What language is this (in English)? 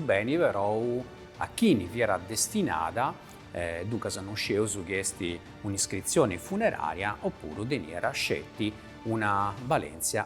Sardinian